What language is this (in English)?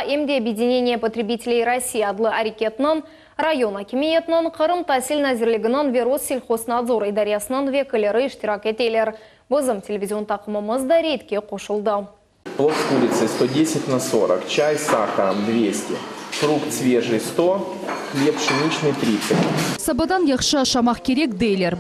Crimean Tatar